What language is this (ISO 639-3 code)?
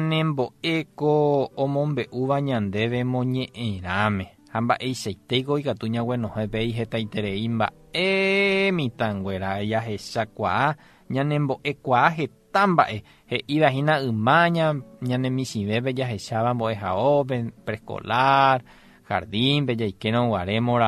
grn